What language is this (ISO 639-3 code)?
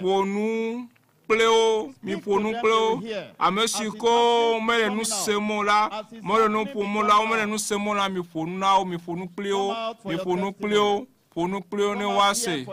ewe